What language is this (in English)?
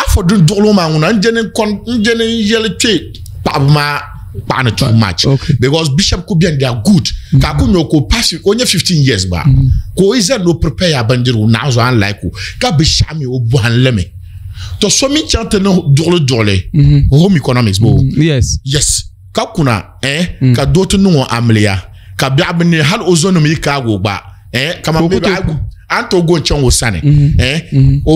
Dagbani